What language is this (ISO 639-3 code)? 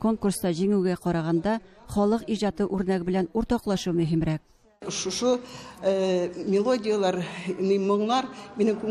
tat